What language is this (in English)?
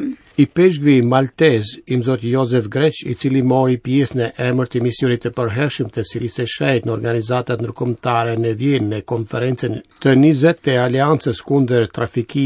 Albanian